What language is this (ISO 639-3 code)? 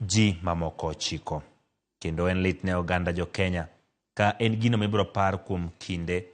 luo